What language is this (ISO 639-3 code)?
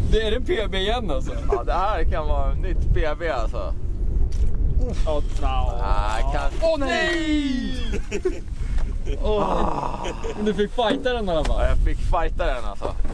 swe